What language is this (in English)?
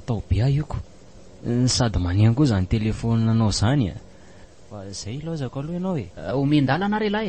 Malagasy